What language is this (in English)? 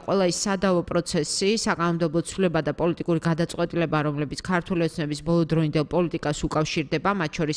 Georgian